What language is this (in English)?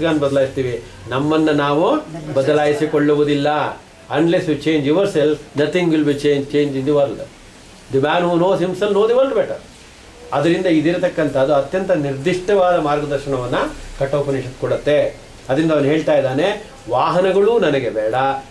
Kannada